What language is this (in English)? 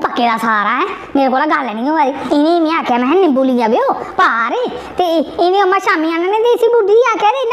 Dogri